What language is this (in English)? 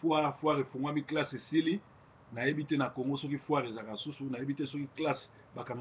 Lingala